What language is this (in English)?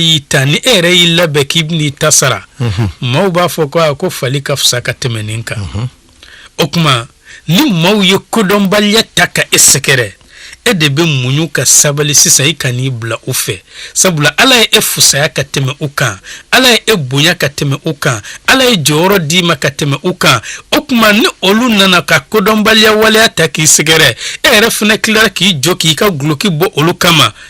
Bambara